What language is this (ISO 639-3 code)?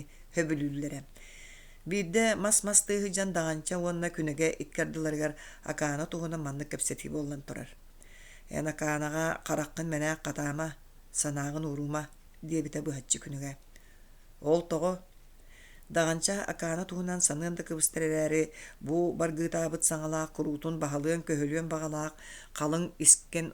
sah